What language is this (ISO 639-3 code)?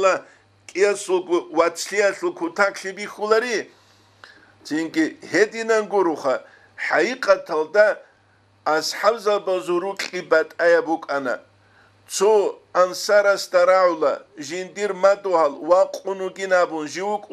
ava